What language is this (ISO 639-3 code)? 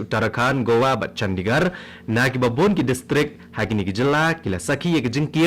kha